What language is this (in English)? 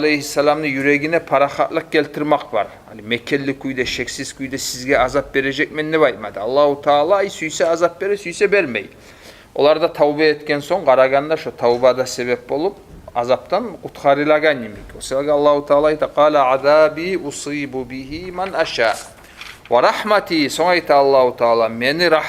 Kumyk